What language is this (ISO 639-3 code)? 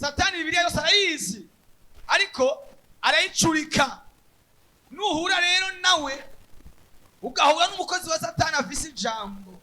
run